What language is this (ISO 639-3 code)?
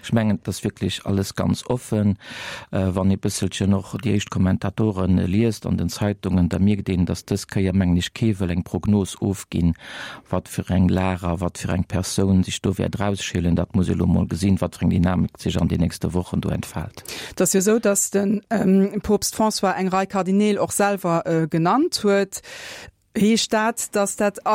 ltz